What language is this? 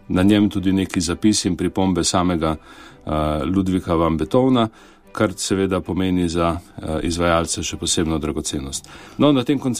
Slovenian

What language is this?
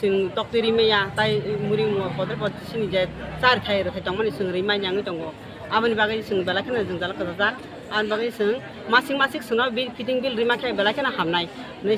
Kok Borok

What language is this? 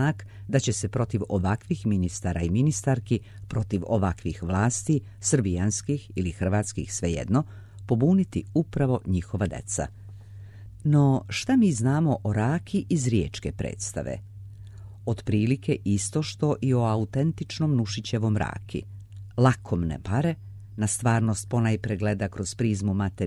Serbian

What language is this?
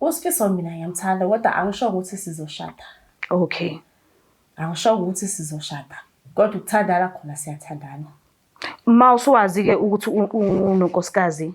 Zulu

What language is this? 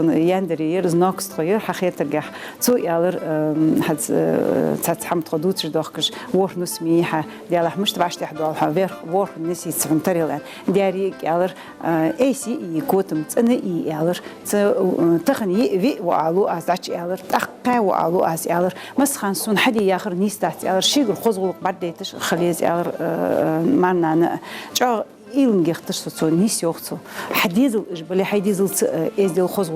Ingush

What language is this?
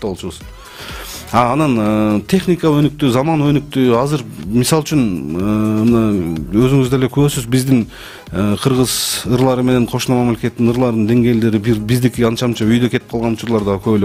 Kyrgyz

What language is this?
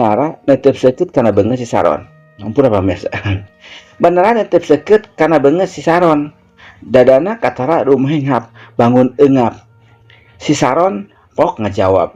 Sundanese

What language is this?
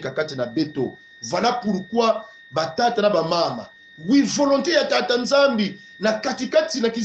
Kongo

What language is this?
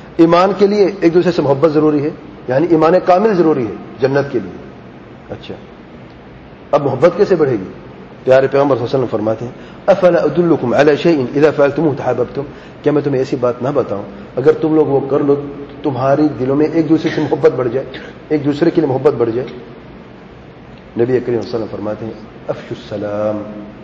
Urdu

